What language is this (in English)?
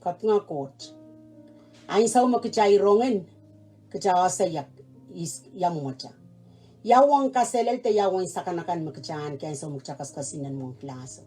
Pohnpeian